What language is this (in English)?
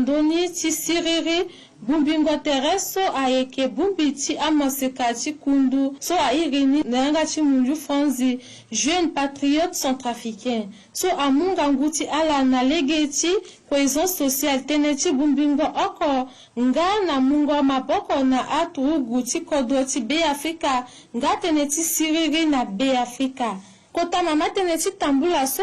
Sango